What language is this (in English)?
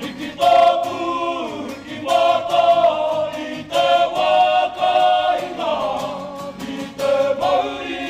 Māori